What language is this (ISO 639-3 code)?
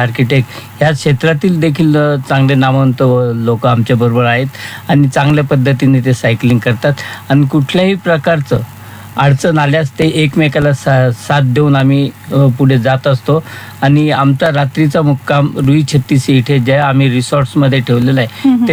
mar